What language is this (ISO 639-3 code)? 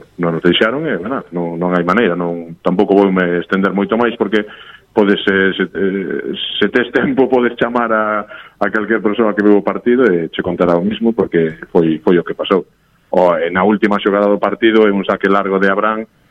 glg